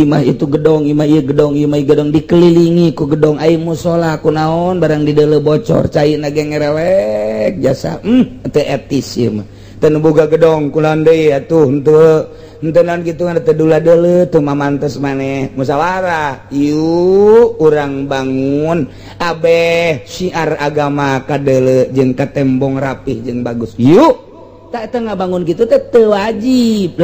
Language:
Sundanese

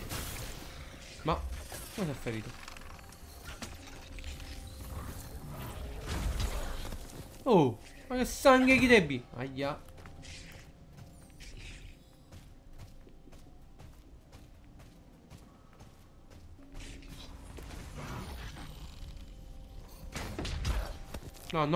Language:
Italian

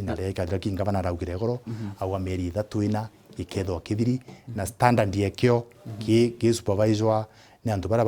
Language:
Meru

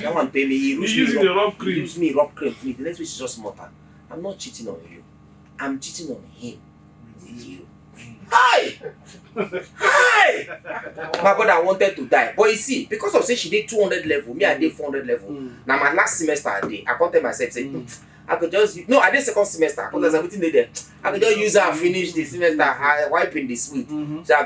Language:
Nigerian Pidgin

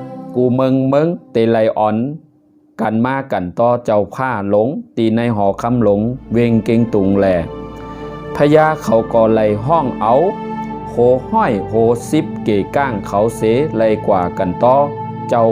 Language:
Shan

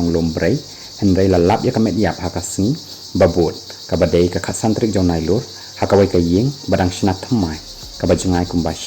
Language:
Khasi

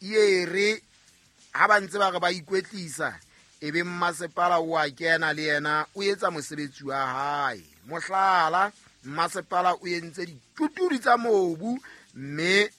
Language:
Southern Sotho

